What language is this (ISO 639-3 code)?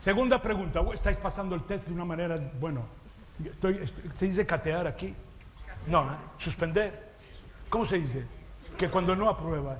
lad